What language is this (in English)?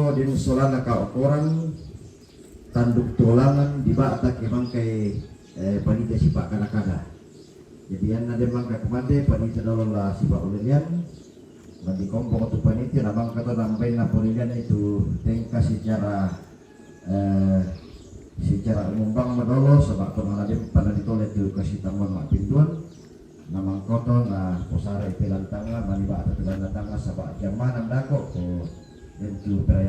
Toraja-Sa'dan